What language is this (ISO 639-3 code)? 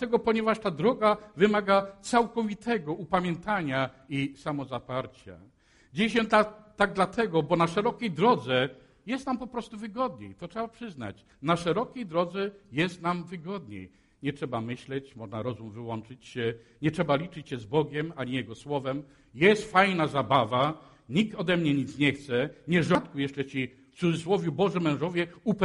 pol